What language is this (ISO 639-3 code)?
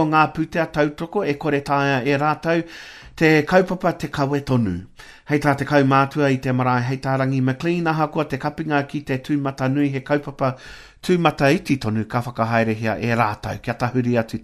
mri